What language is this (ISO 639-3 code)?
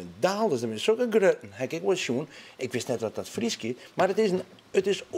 fry